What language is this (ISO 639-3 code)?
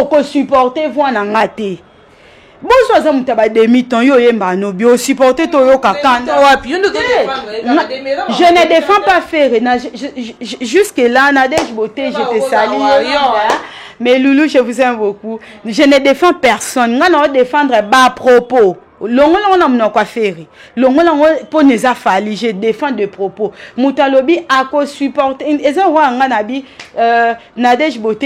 lin